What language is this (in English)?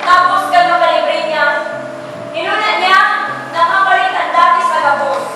Bikol